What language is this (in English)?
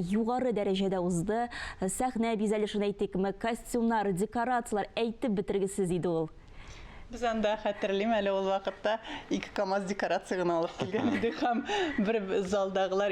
Tatar